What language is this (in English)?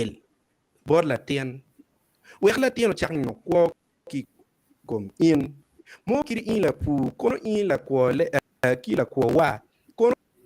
Acoli